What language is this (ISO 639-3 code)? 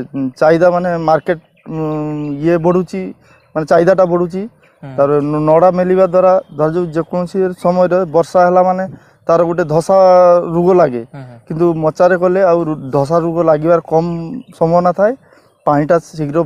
ori